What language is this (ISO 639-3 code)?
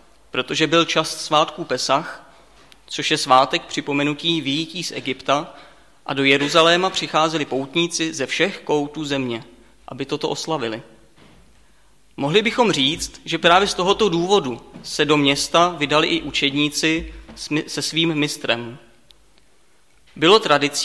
ces